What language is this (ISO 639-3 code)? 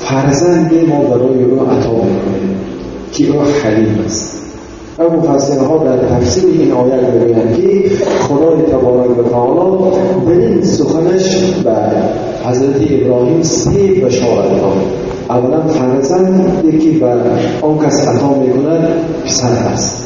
tgk